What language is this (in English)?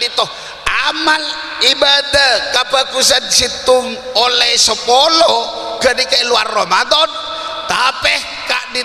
Madurese